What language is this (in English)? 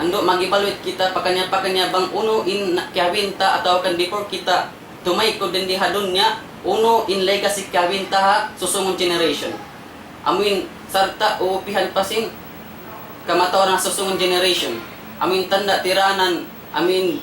Tausug